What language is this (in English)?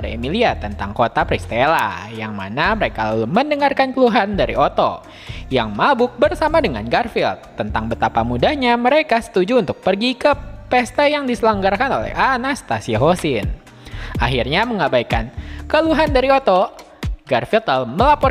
Indonesian